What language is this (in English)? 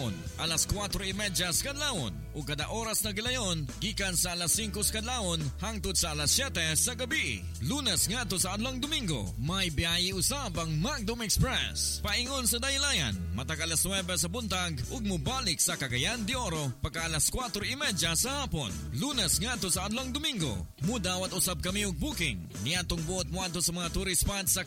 Cebuano